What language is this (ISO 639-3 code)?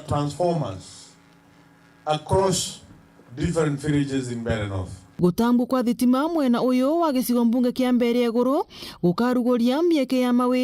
mer